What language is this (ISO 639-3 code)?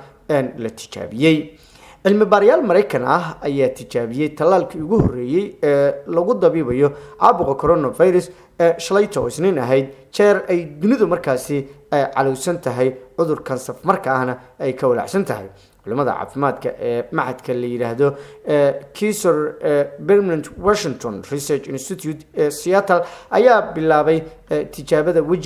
som